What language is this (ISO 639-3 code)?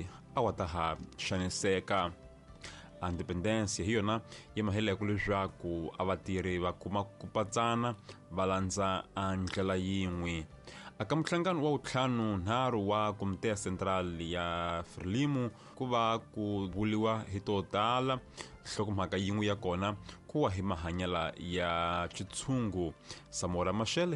tso